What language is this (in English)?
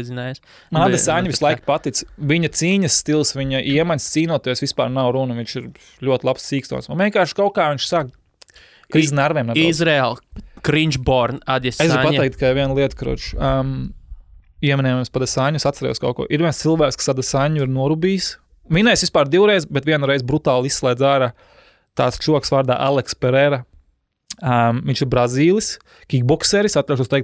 Latvian